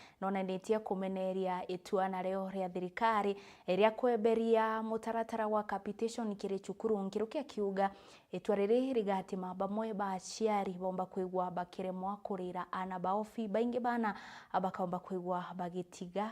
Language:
Meru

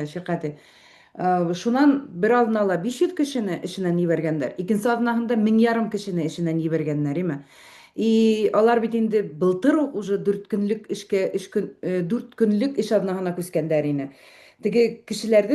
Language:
Bashkir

